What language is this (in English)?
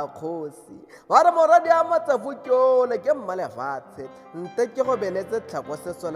Tswana